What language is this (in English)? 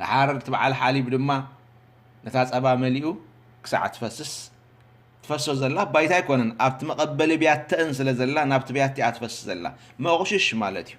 Tigrinya